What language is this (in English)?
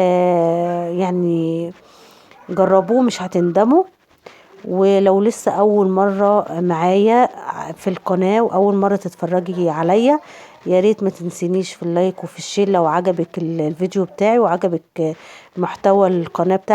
Egyptian Arabic